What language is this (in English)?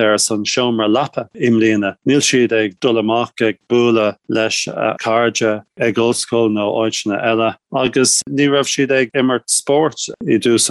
Irish